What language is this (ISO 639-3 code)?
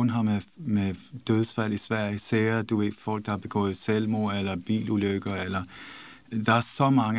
dan